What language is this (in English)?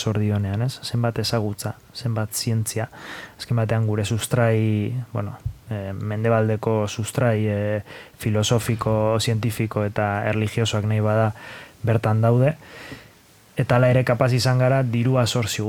Basque